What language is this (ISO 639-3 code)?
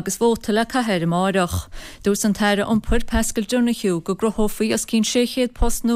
gle